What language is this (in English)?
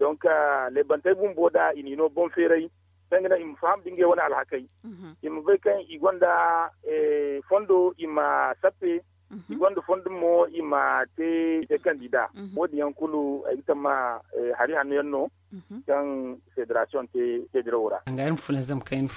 Zarma